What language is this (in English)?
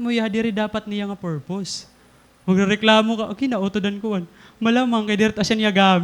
Waray